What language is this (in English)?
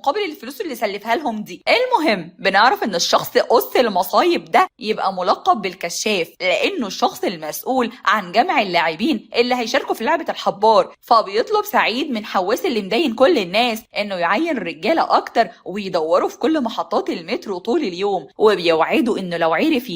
Egyptian Arabic